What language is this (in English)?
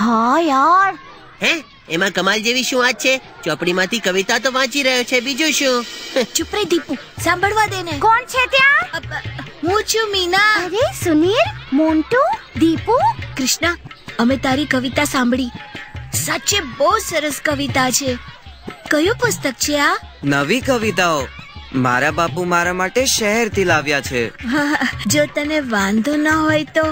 Gujarati